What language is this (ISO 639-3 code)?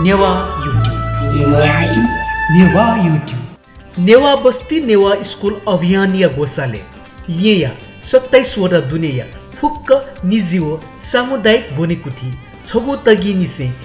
new